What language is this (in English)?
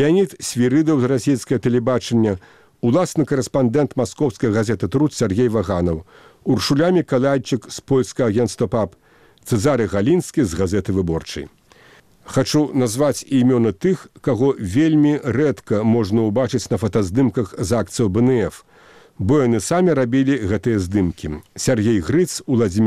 Belarusian